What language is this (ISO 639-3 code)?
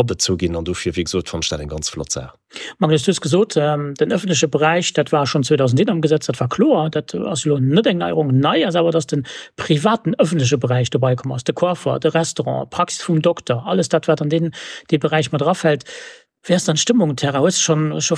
ltz